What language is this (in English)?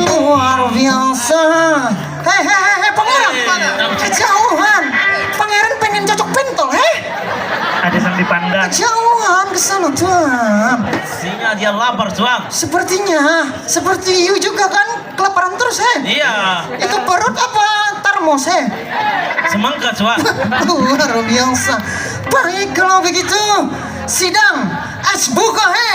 Banjar